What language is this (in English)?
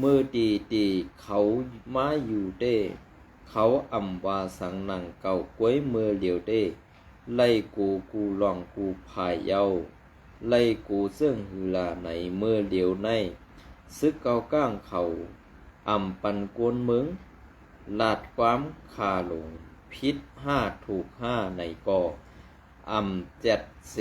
Shan